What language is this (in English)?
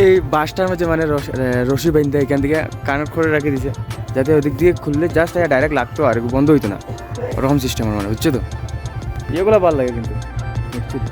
Sylheti